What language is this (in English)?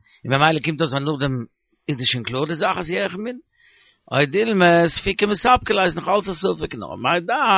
Yiddish